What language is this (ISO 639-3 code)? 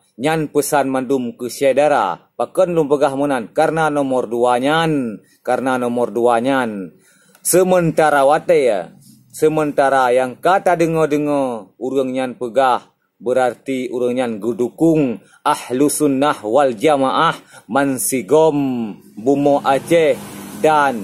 ace